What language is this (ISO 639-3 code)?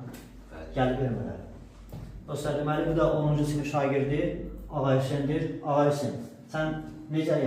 aze